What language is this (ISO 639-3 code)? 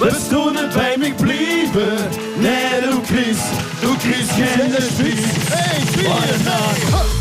lim